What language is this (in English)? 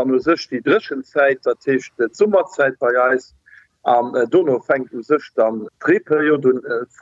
Luxembourgish